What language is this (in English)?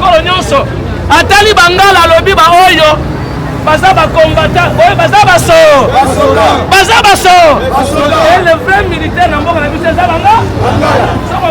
Lingala